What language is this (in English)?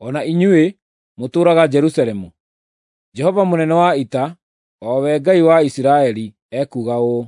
Kikuyu